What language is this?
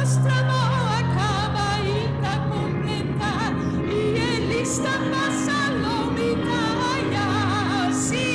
Papiamento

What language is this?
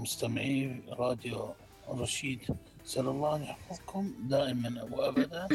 Mesopotamian Arabic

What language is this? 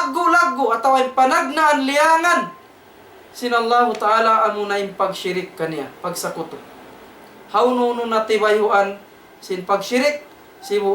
Tausug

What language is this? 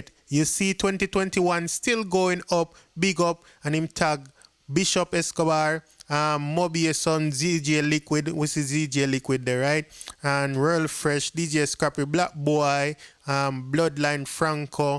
Jamaican Creole English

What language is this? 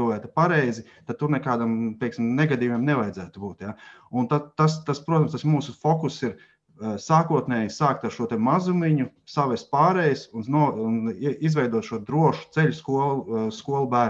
Latvian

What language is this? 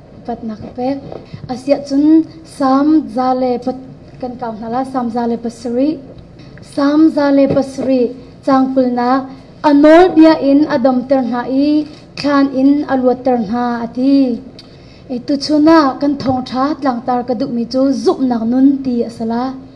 Hakha Chin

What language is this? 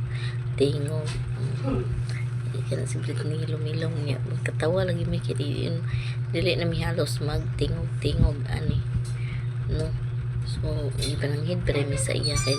Cebuano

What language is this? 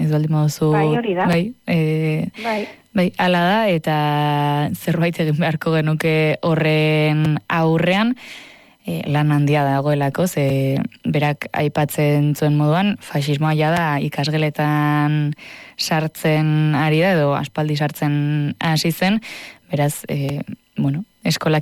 Basque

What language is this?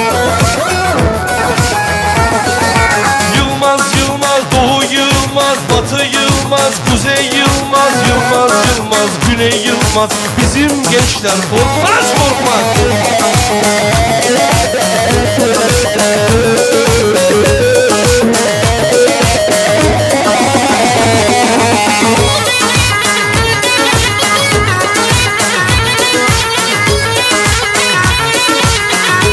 Turkish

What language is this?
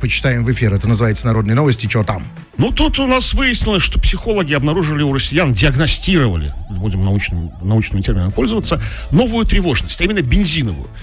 Russian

